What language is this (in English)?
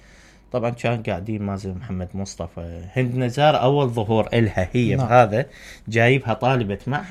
Mesopotamian Arabic